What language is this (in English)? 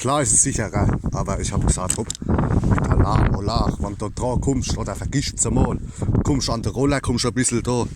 Palatine German